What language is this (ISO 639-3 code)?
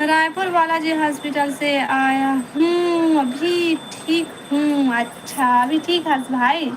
hne